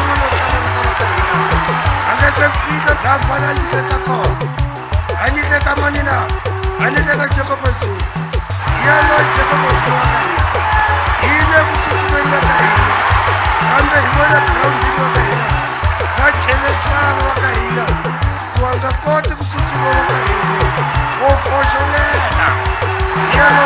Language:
Tsonga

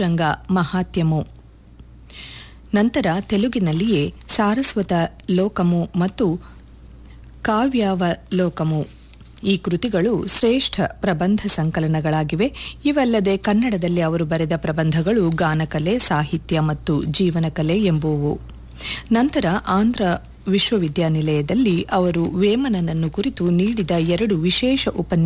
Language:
Kannada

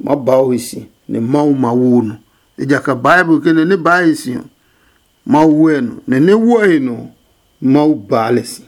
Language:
Adangme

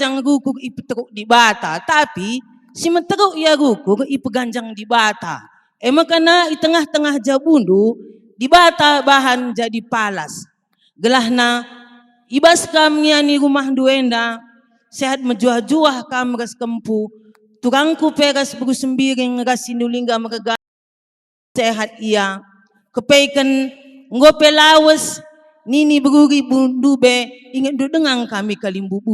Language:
Batak Karo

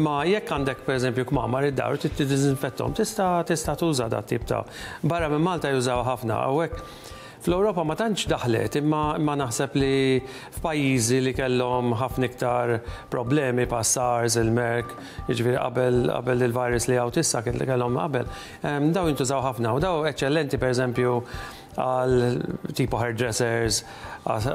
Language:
Maltese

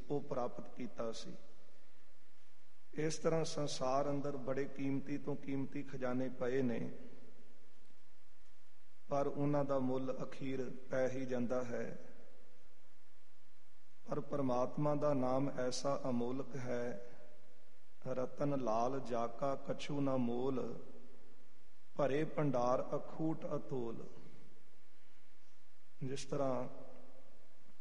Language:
Punjabi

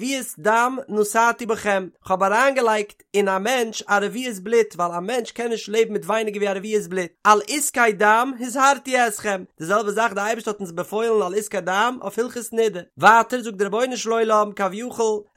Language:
Yiddish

